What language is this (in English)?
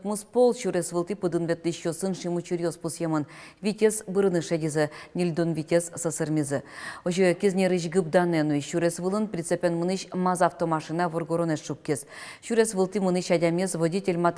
Udmurt